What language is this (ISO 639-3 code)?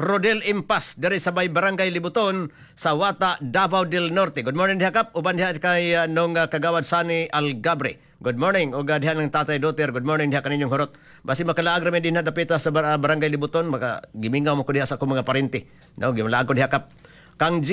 ceb